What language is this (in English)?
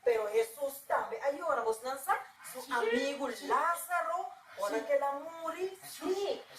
Papiamento